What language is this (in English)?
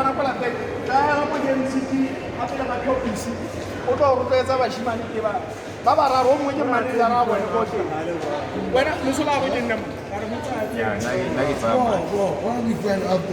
Tswana